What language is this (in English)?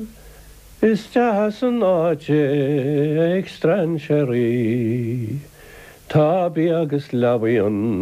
Irish